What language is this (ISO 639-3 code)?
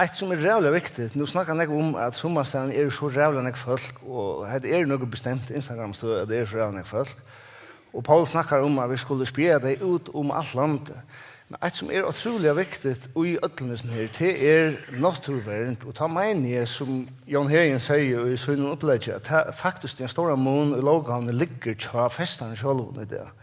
fao